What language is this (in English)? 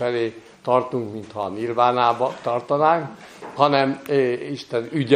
Hungarian